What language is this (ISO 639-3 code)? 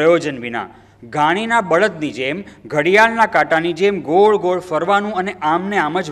guj